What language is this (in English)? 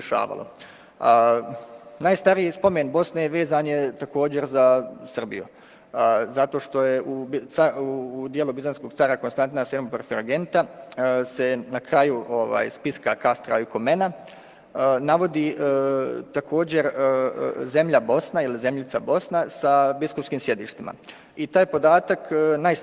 Bosnian